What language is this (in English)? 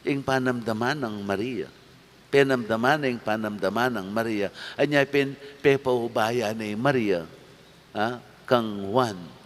Pampanga